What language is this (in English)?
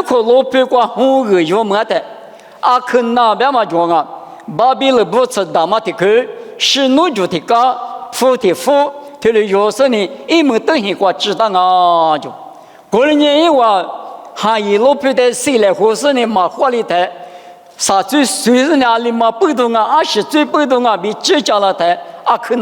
Lisu